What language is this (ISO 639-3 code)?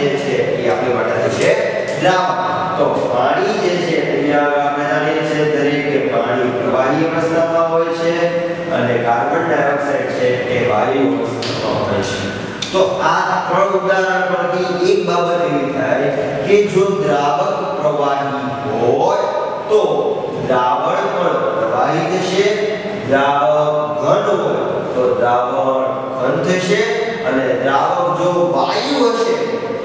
guj